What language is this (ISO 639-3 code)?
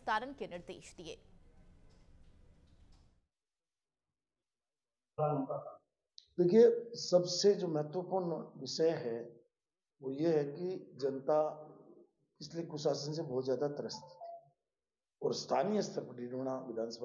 hin